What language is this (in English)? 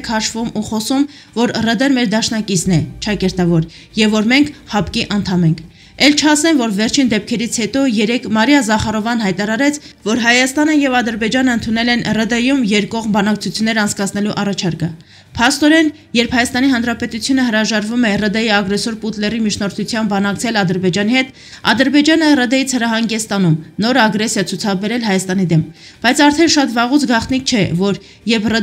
Armenian